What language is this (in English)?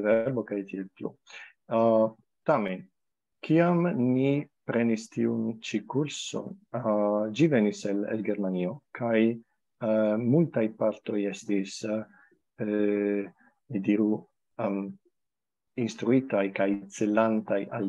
Esperanto